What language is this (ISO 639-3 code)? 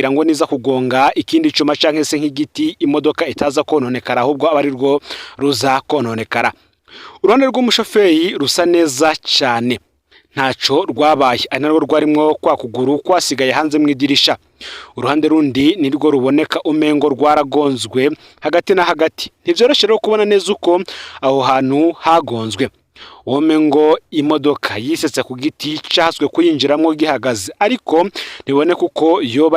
run